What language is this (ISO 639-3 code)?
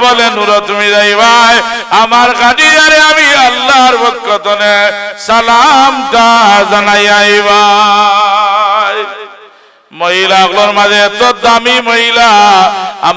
syl